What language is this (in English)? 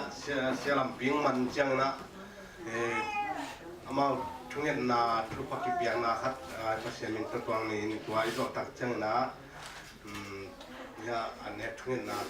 Tedim Chin